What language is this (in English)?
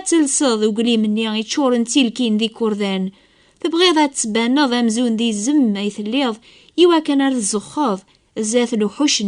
Kabyle